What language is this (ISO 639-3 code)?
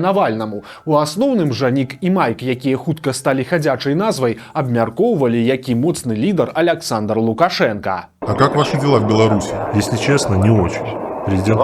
bel